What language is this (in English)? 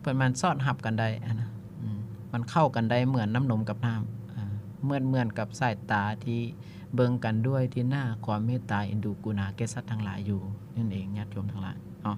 Lao